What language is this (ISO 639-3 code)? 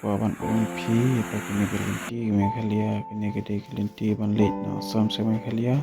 kha